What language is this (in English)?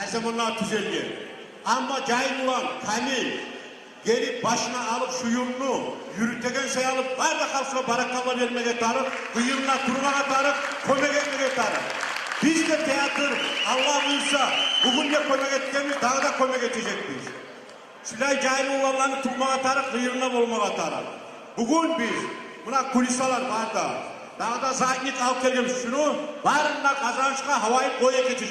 Kumyk